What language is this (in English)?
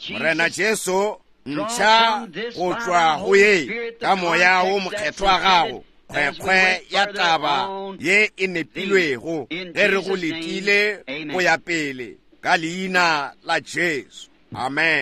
Northern Sotho